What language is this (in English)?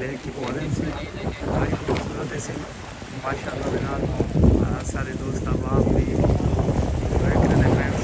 Saraiki